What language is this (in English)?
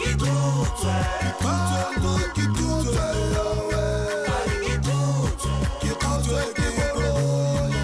Tswana